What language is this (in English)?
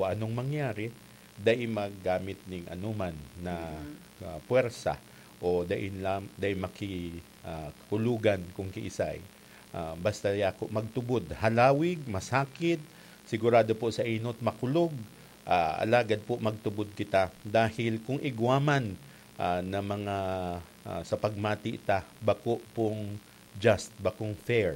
Bikol